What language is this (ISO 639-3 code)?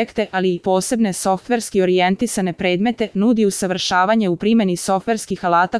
srp